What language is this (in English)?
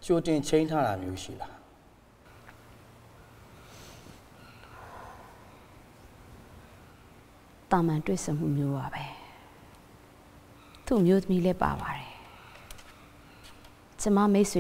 Burmese